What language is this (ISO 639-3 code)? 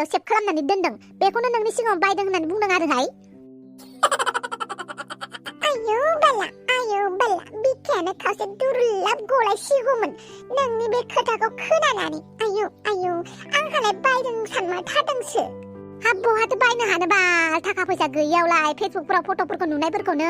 brx